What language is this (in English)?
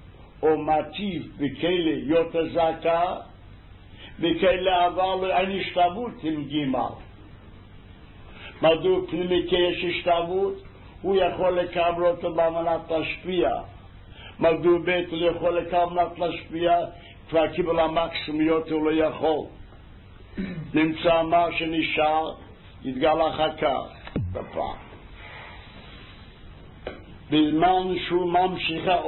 Hebrew